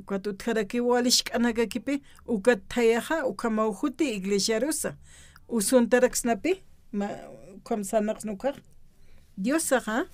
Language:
Aymara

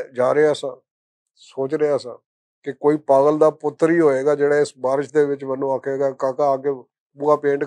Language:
Western Panjabi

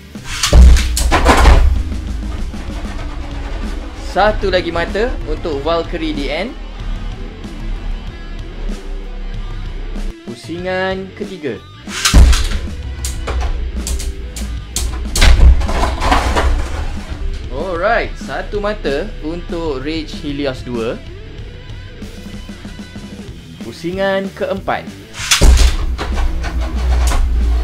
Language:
Malay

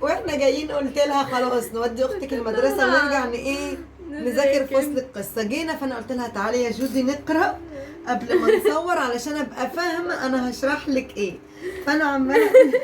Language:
Egyptian Arabic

